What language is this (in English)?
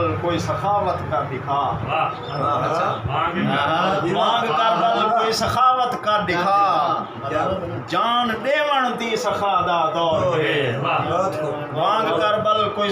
Saraiki